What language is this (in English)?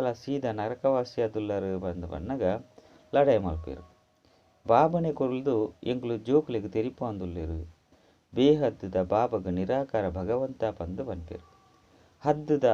Tulu